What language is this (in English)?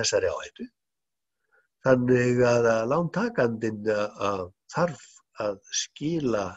Icelandic